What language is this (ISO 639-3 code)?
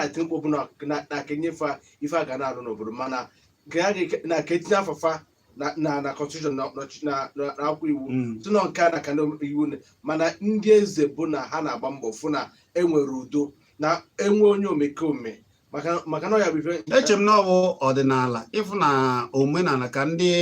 ibo